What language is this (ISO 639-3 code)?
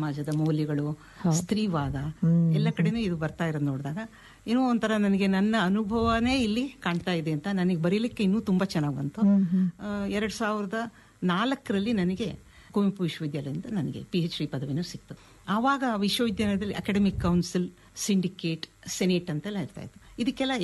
kan